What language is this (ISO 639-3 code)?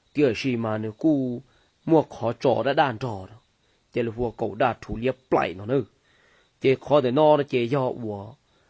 hmn